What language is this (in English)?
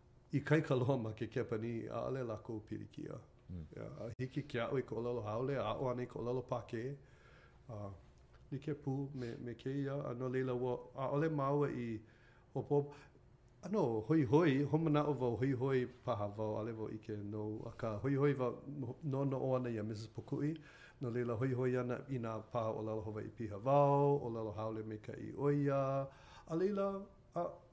Hawaiian